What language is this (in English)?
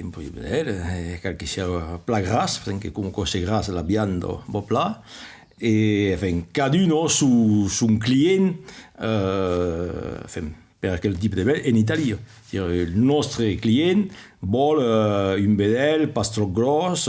Occitan